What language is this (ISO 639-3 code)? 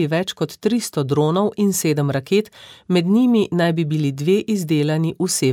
slv